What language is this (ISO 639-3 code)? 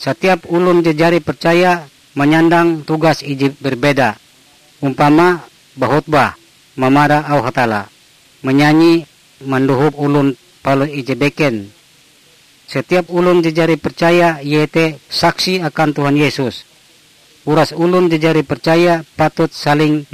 nij